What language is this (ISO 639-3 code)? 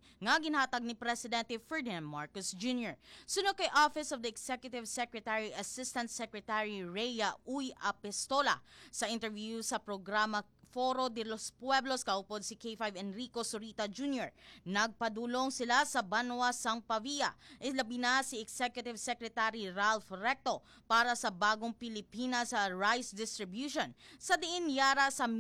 hil